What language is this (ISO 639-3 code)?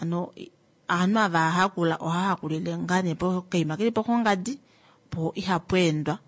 kua